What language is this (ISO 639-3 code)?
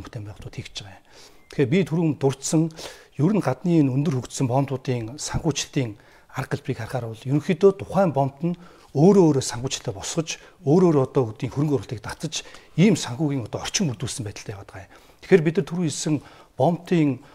mon